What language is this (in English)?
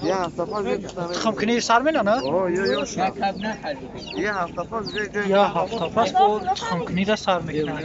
Tajik